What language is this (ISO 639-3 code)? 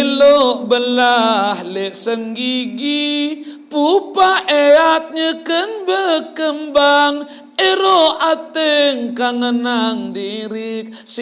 sas